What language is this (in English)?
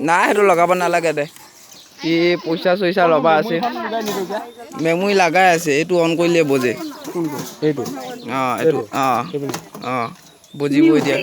Assamese